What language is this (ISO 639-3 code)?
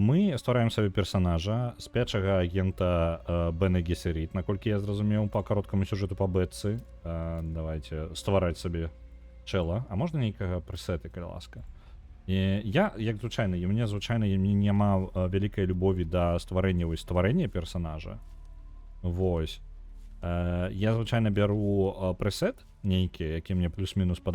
bel